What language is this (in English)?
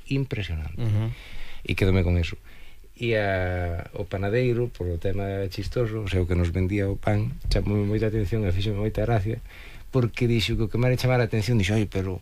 Galician